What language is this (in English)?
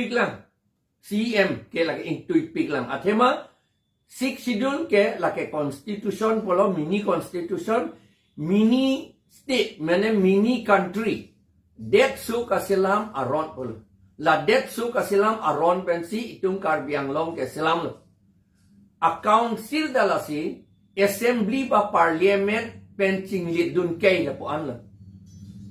Karbi